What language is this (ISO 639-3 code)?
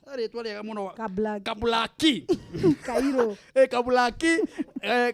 kik